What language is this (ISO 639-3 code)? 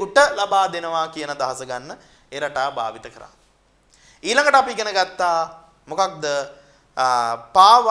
sin